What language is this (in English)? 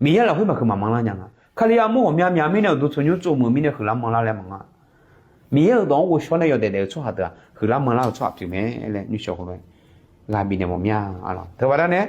Akha